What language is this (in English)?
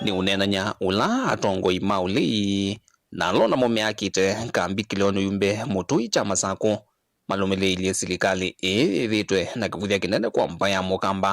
Kamba